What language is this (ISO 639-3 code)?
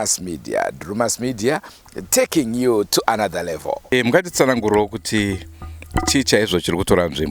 sna